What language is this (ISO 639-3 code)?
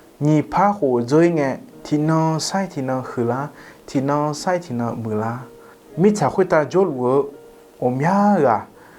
ahk